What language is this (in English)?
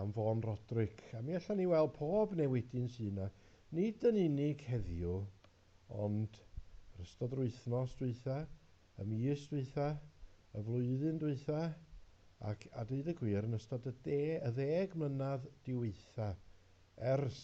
Welsh